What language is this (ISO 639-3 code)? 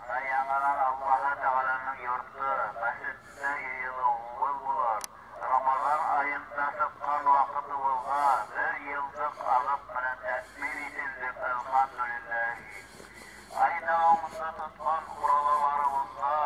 bak